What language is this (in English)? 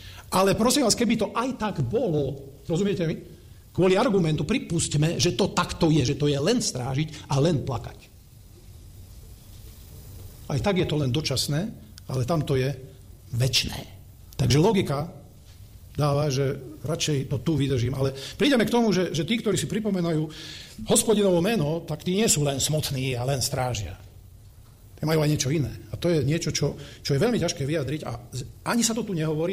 Slovak